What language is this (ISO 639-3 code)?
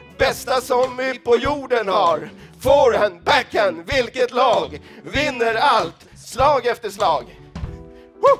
swe